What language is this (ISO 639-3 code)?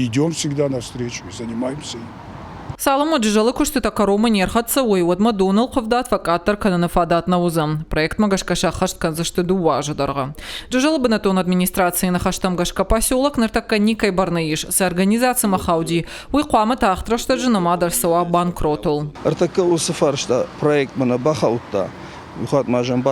oss